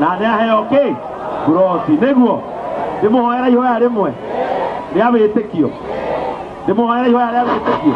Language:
Kikuyu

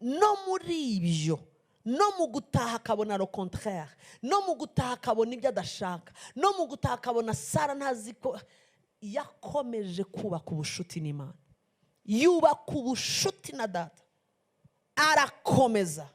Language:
Kinyarwanda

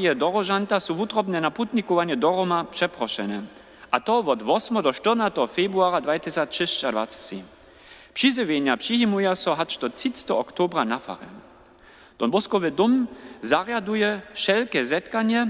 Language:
Upper Sorbian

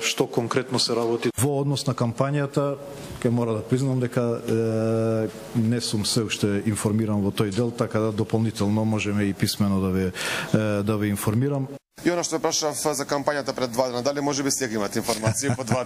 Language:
Macedonian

